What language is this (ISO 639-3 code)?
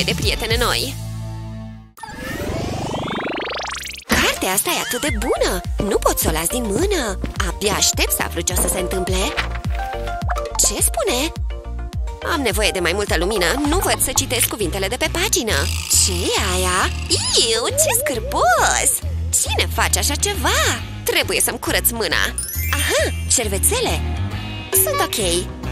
ron